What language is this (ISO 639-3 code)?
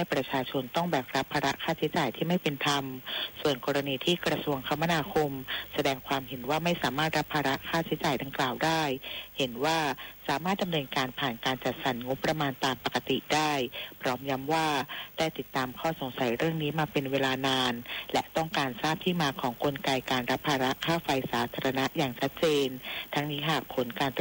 tha